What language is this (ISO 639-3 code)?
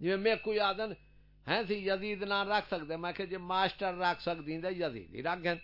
skr